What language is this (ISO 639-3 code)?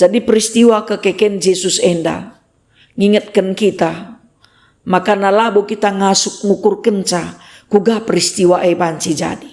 btx